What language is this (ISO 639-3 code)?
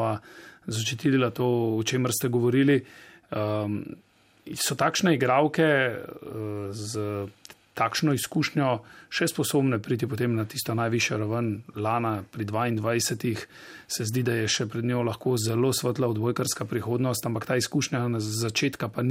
slv